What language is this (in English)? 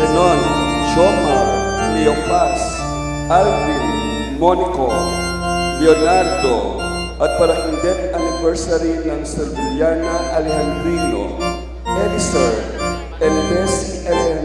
Pampanga